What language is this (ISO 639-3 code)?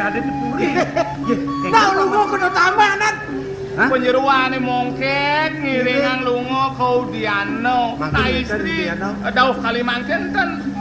ban